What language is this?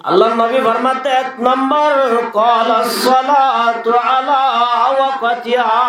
Rohingya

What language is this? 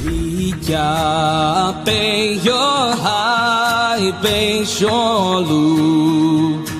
Hmong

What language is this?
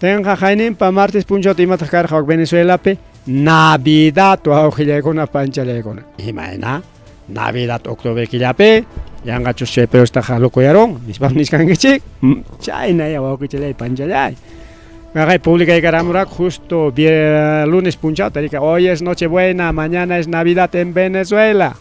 Ayacucho Quechua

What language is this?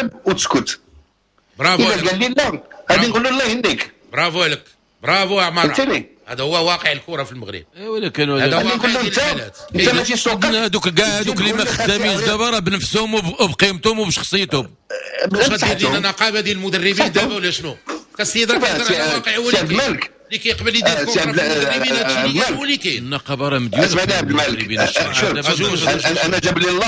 Moroccan Arabic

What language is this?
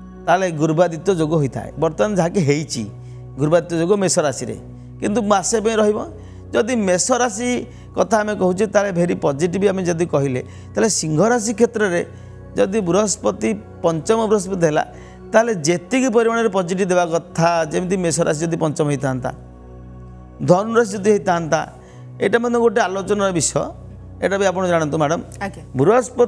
Odia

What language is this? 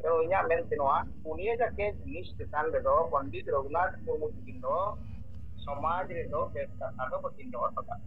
Santali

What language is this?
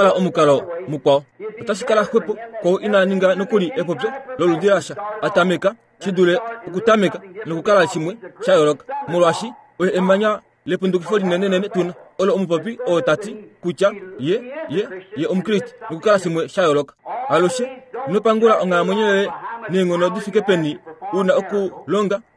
Kuanyama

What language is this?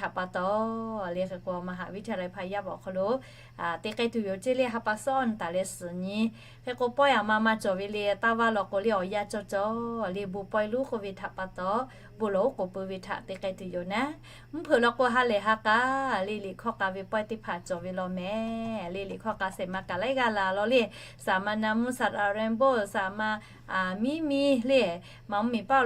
Lahu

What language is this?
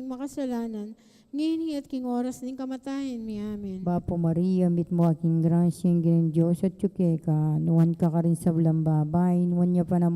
Pampanga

